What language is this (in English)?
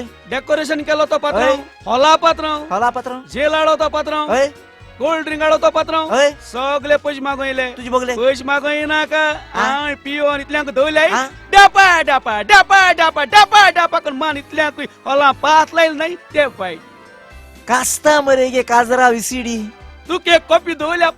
Konkani